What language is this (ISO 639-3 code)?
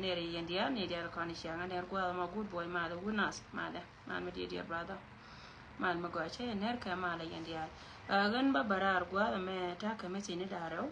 nus